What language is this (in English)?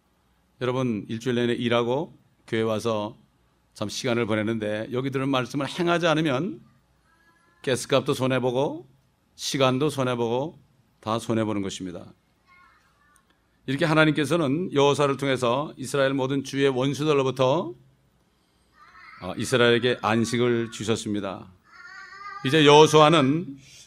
Korean